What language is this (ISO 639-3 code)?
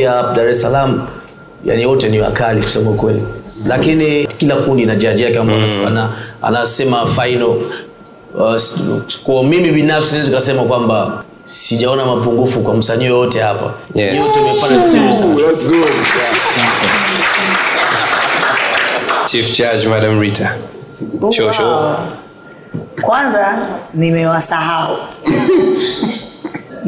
swa